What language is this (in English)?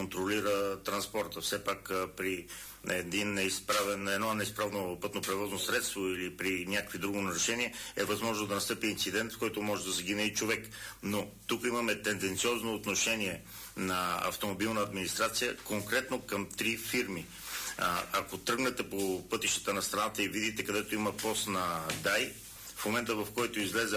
Bulgarian